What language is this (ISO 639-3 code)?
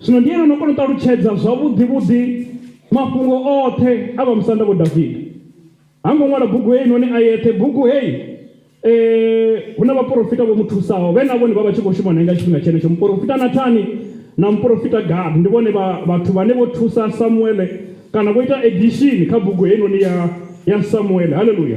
ven